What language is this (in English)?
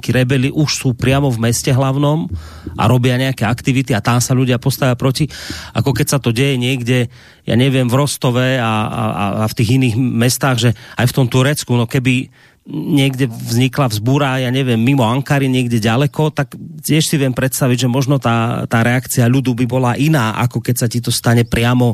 Slovak